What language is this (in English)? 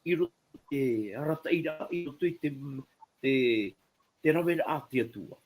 Tahitian